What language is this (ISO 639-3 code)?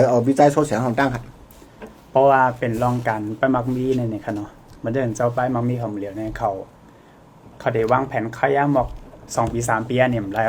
shn